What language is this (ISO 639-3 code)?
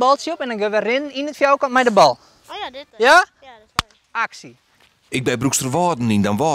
fry